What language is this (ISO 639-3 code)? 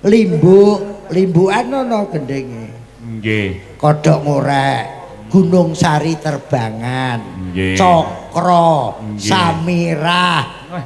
jav